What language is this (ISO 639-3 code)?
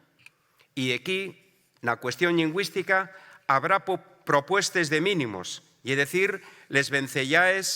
ast